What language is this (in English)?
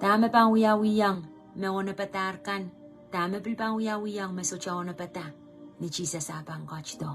Pohnpeian